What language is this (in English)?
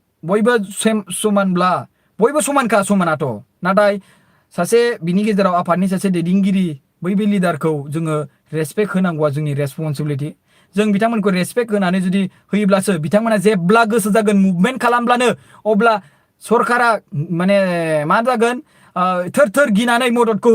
Bodo